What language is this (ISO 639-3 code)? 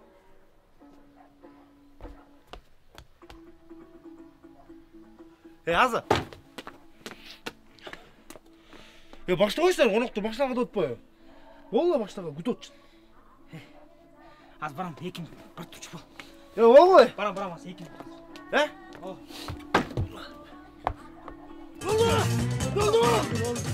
kir